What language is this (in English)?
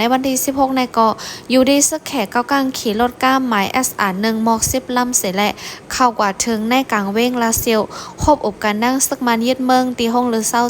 Shan